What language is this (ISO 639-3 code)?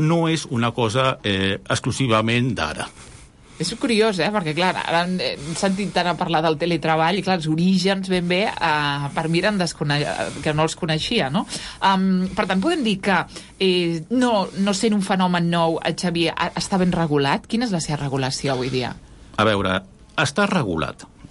cat